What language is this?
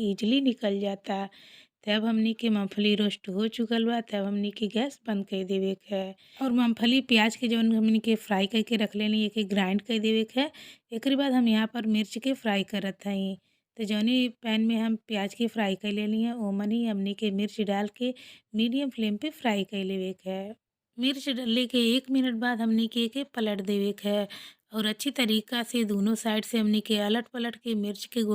Bhojpuri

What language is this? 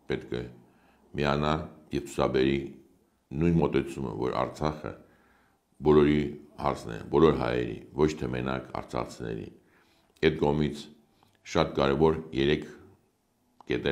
Armenian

